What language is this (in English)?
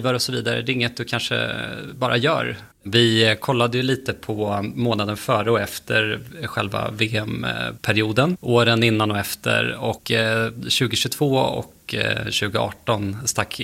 Swedish